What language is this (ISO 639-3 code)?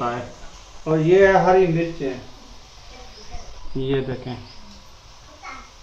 hin